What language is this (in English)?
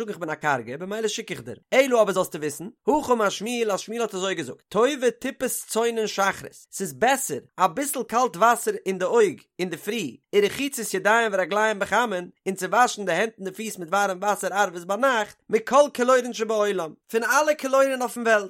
Yiddish